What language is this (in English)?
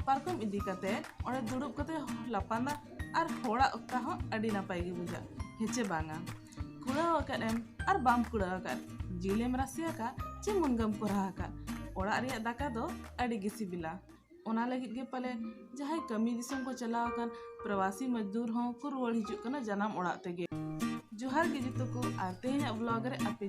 Santali